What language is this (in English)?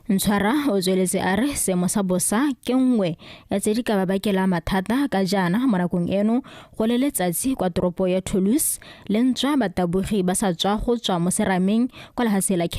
Tswana